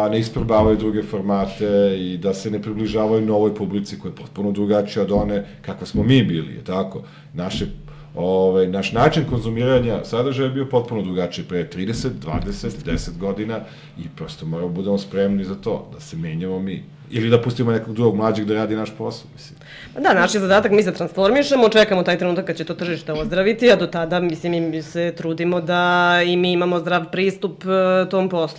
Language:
Serbian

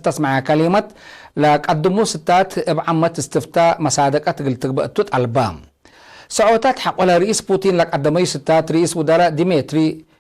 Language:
Tigre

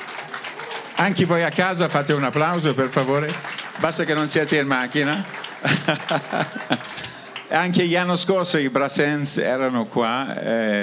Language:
Italian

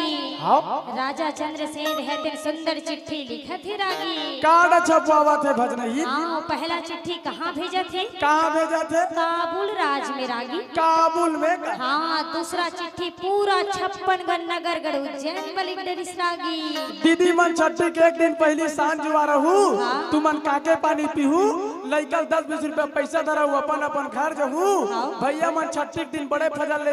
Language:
Chhattisgarhi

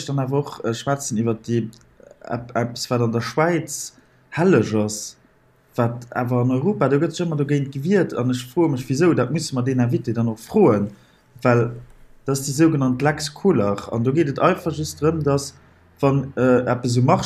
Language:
Luxembourgish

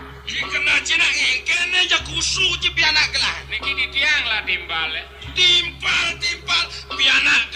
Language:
Balinese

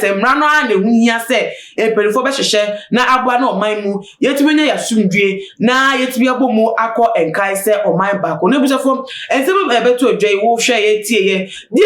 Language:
Akan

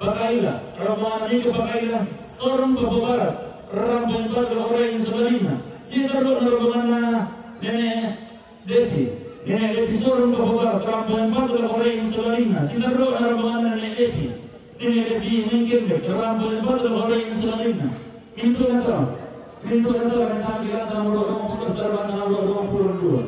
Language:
Toraja-Sa'dan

